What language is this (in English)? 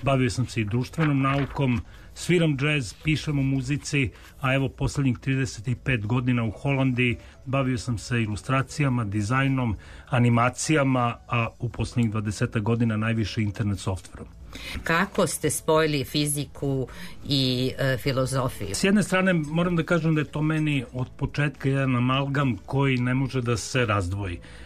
Serbian